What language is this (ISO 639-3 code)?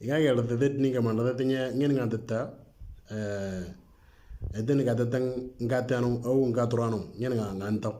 mor